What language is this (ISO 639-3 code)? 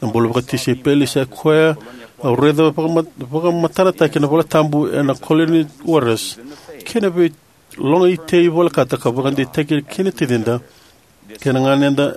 fij